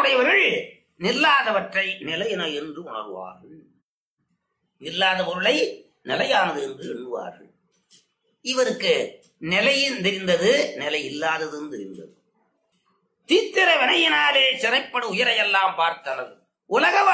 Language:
Tamil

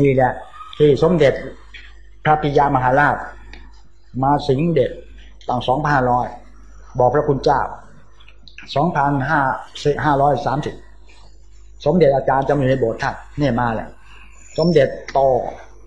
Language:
Thai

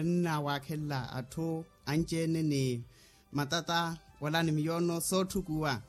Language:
Makhuwa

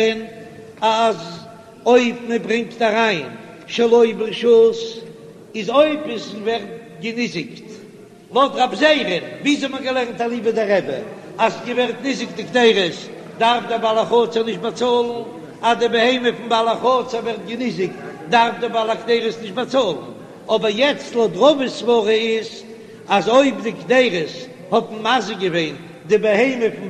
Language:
Yiddish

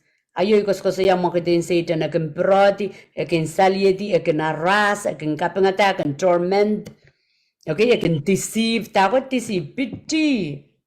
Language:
Pohnpeian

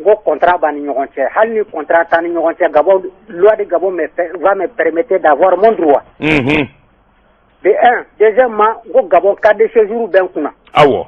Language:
Bambara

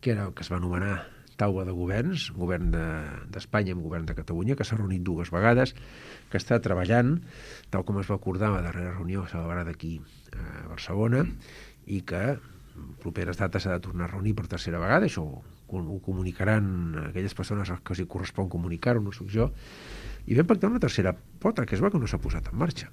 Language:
Catalan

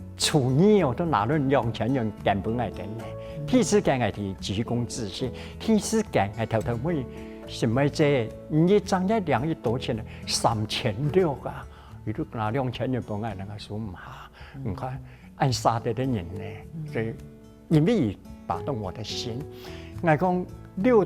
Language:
Hakka Chinese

